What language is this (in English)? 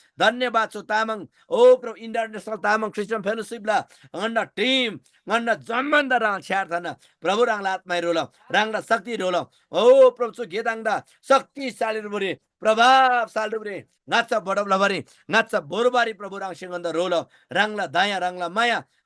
Eastern Tamang